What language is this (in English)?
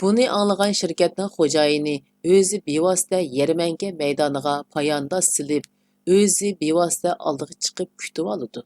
Uyghur